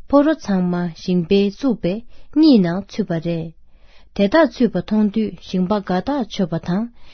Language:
Tibetan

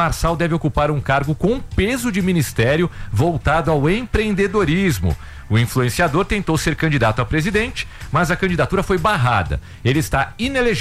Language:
Portuguese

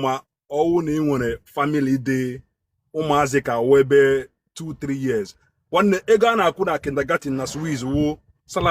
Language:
Igbo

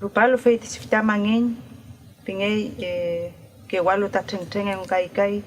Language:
Mapuche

